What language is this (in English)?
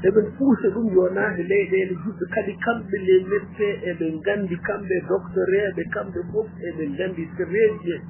Fula